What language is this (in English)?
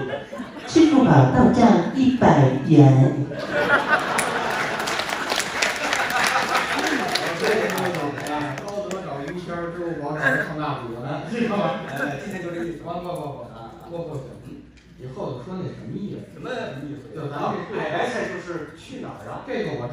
Chinese